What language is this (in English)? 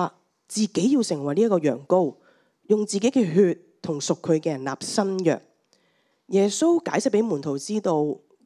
Cantonese